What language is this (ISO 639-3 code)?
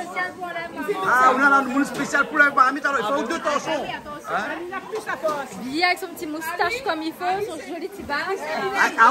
rcf